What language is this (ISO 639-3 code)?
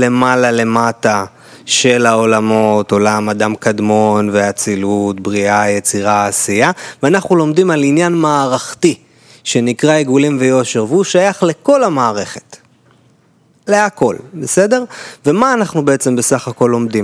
heb